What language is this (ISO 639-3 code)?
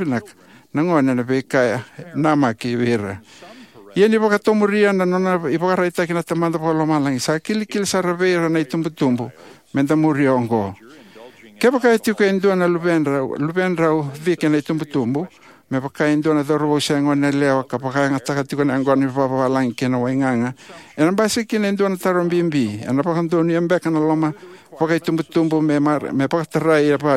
fij